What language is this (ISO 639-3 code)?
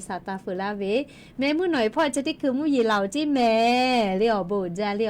lhu